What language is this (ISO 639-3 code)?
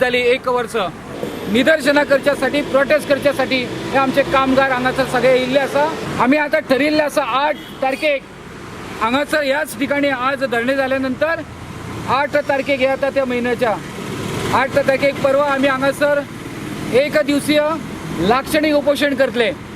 kok